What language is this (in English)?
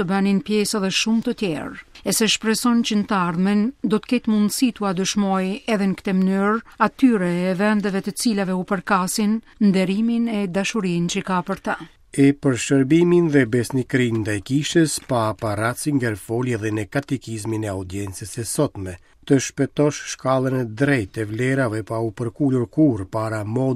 Albanian